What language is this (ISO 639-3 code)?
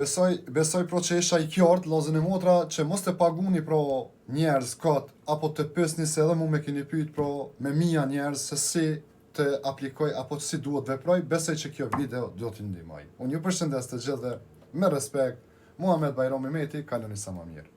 sqi